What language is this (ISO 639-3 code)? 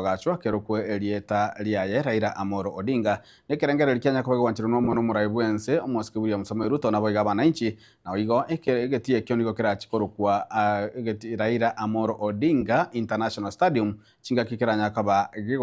guz